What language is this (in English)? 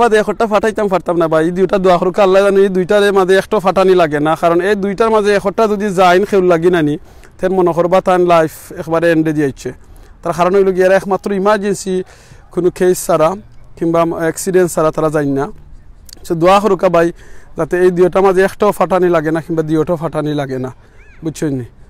Sylheti